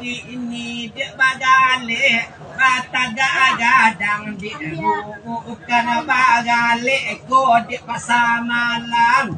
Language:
Minangkabau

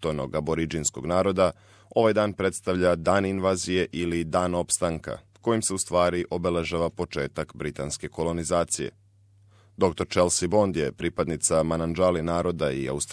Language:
Serbian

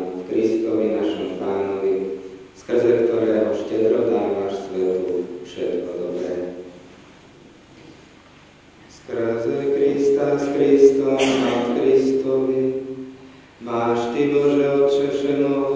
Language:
Slovak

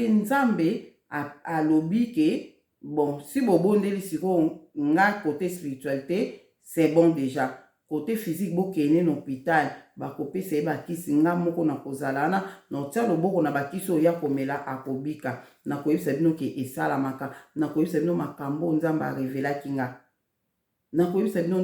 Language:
Lingala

